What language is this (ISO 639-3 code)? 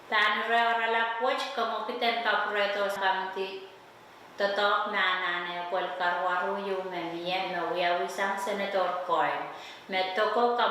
pon